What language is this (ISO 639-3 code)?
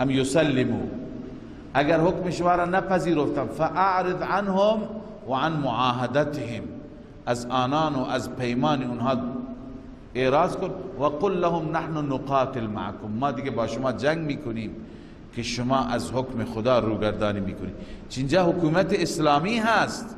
fas